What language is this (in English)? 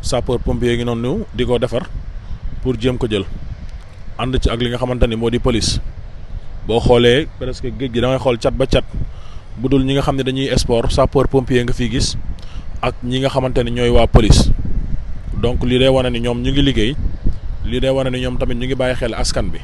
Wolof